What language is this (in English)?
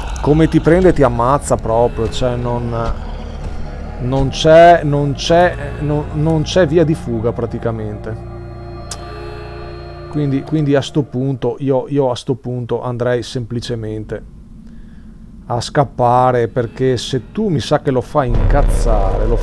Italian